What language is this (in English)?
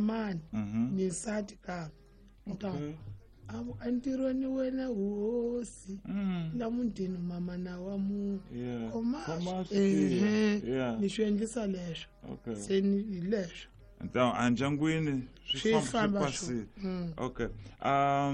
Tsonga